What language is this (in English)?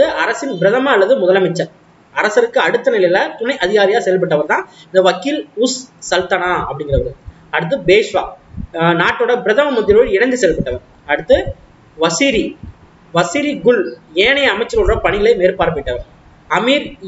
Tamil